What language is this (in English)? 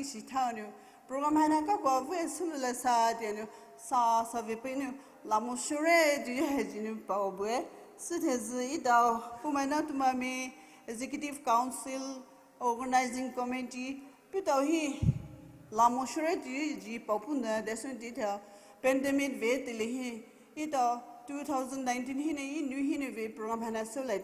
Poumei Naga